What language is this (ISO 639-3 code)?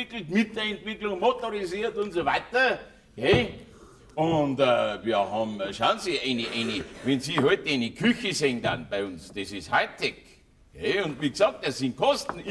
bar